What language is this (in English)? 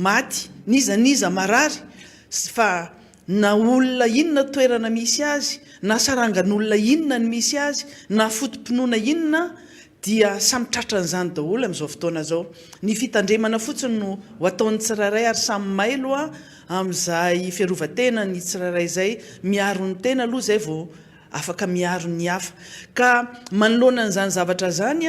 Malagasy